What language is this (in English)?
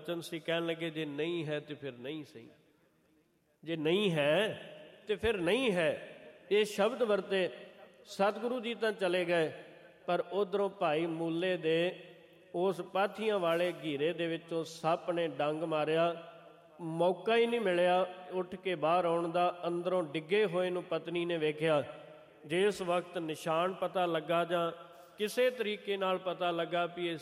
Punjabi